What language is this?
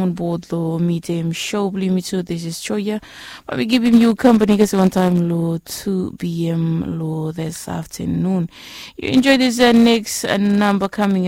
Bislama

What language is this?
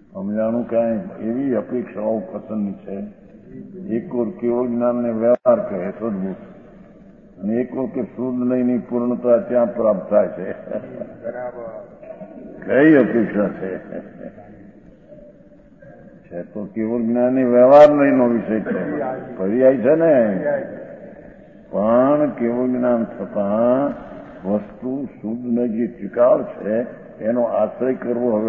Gujarati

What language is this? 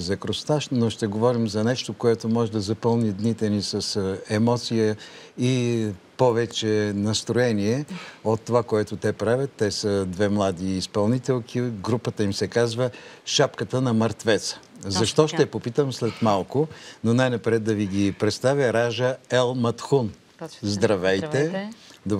Bulgarian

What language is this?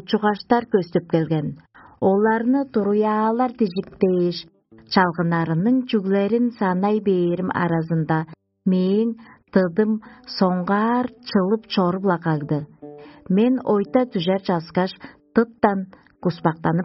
Tuvinian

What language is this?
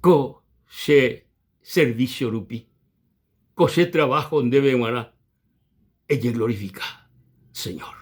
Guarani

